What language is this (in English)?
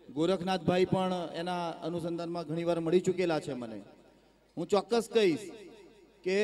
Gujarati